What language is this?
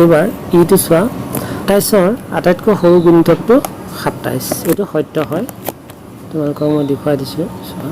Assamese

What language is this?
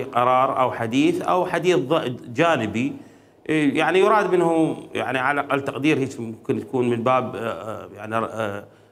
Mesopotamian Arabic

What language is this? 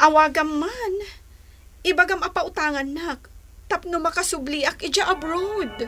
Iloko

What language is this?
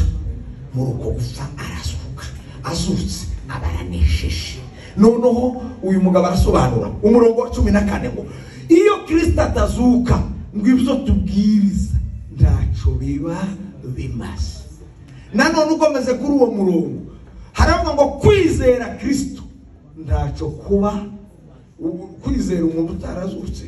Kinyarwanda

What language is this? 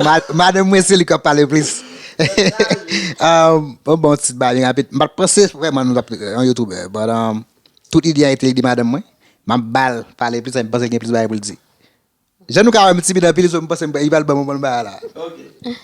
Haitian Creole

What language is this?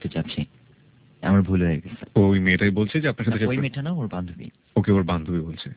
Bangla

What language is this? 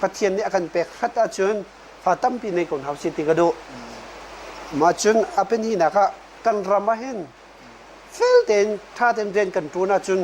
Hakha Chin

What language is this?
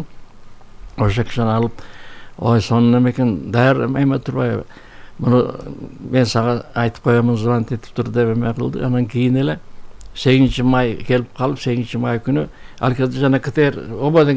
Kyrgyz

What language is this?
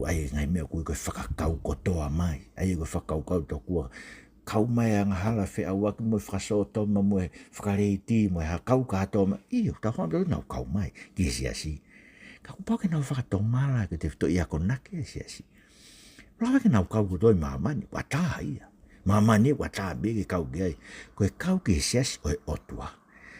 Tongan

